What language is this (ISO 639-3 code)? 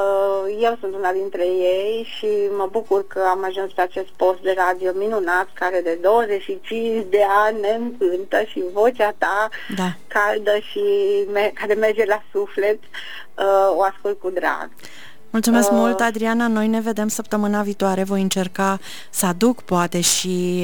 ron